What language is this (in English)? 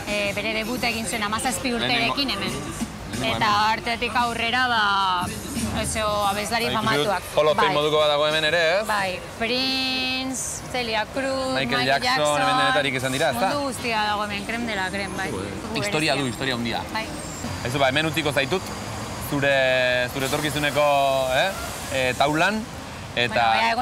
Basque